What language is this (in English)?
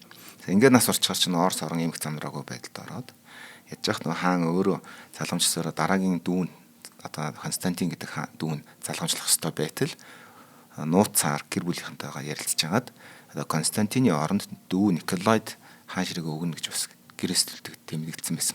Mongolian